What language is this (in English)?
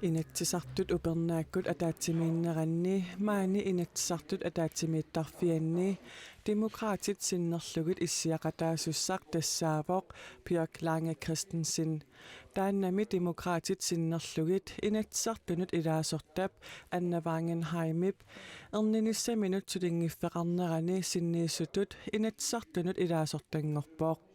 Kalaallisut